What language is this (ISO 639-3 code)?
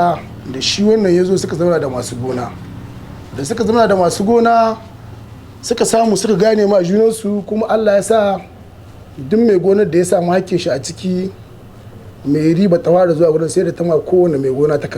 hau